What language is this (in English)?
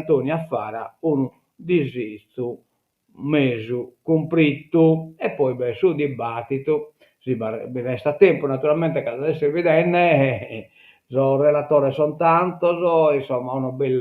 Sardinian